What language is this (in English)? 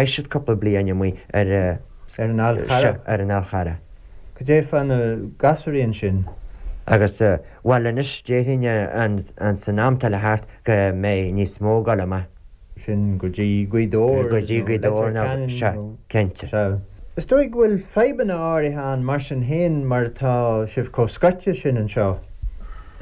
Irish